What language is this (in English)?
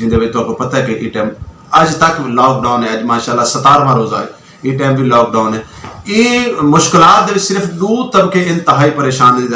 Western Panjabi